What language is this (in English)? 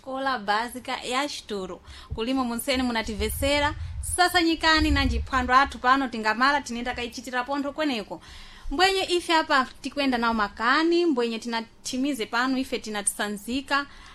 Sena